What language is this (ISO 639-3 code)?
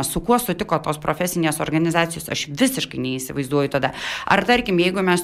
lit